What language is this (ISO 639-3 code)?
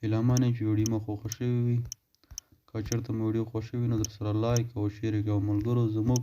pus